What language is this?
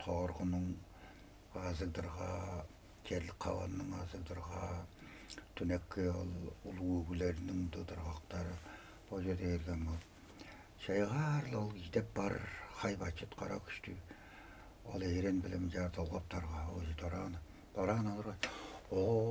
Tuvinian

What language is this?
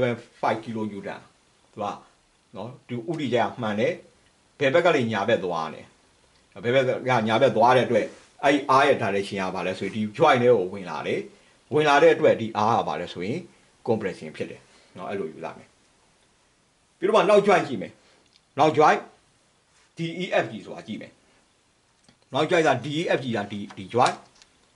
Burmese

